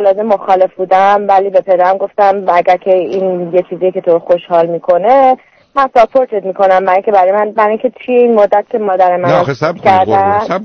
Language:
Persian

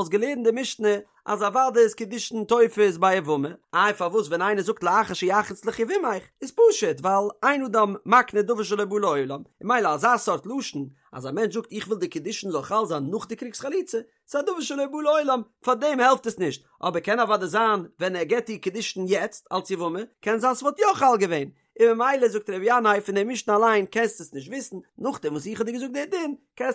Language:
Yiddish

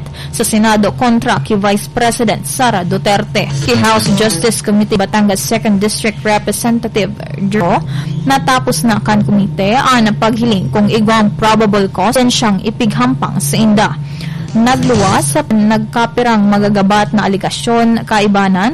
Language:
Bikol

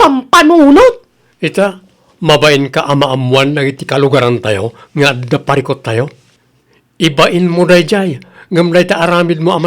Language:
Iloko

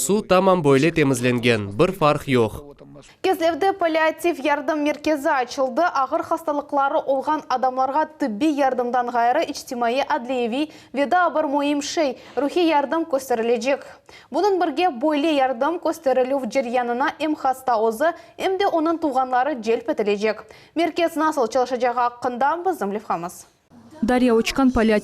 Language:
Crimean Tatar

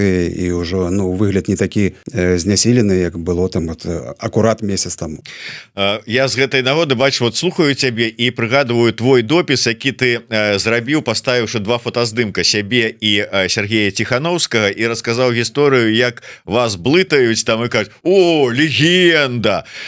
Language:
Belarusian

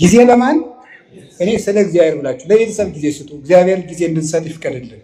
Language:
Amharic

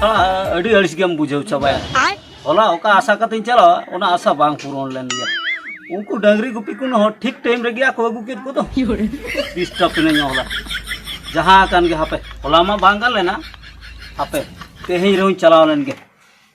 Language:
Santali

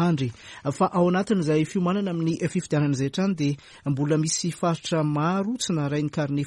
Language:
Malagasy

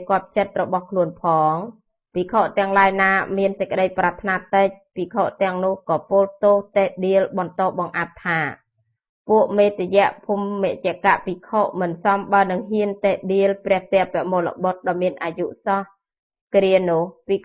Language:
Khmer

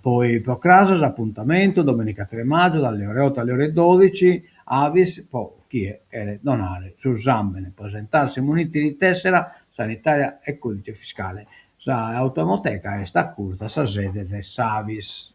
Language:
Sardinian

